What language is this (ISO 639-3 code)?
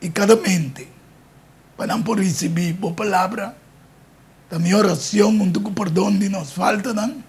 pap